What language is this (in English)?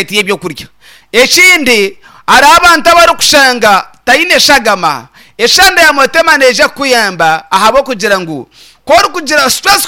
Nyankole